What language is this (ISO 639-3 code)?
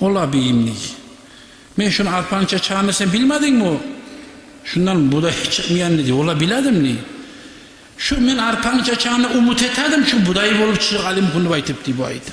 kum